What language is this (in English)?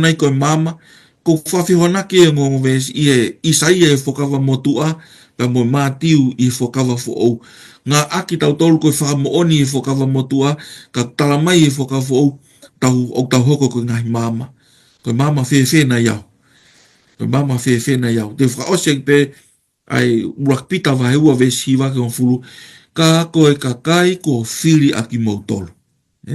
Tongan